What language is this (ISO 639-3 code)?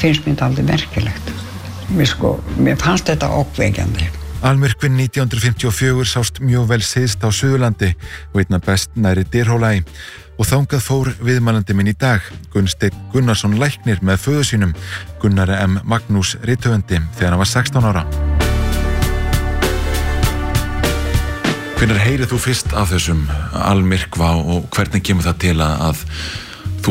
isl